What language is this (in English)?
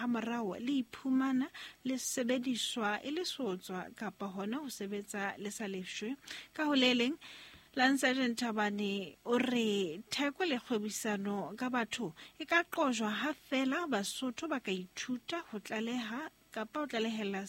Southern Sotho